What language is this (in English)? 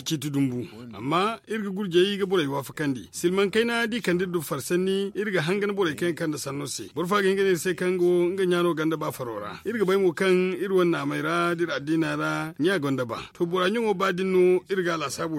Zarma